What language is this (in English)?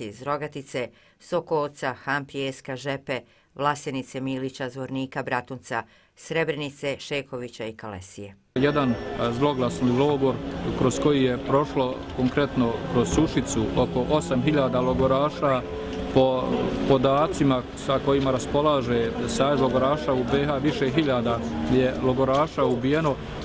Bosnian